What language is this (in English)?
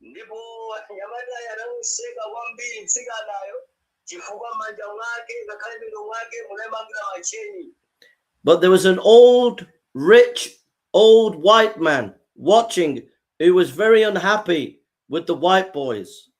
Nyanja